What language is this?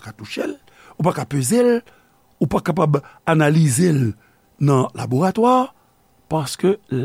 Haitian Creole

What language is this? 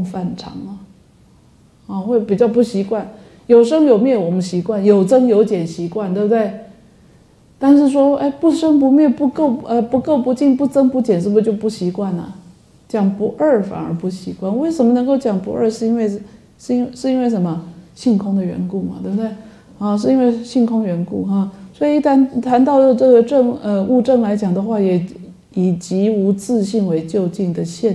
Chinese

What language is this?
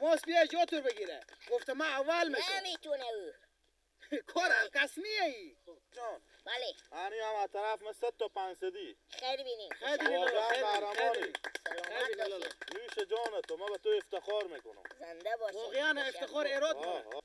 Persian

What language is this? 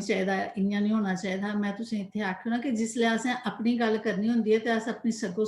Dogri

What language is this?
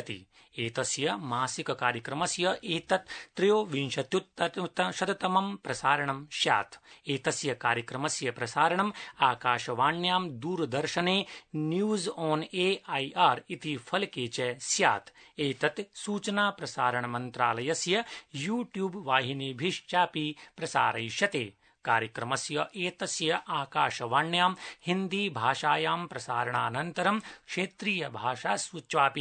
Sanskrit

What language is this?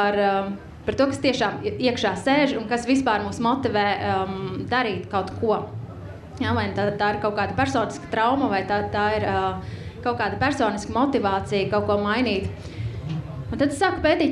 Latvian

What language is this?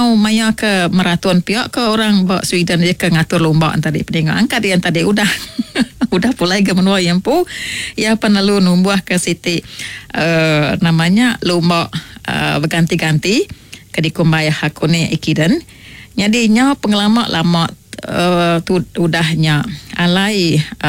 Iban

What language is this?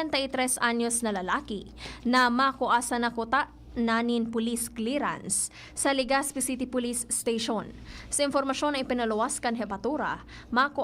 Bikol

